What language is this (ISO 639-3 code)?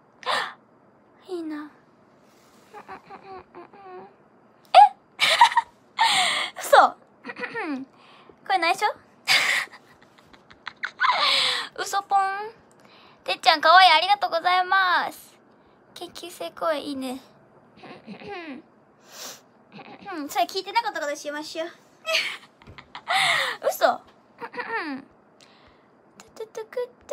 jpn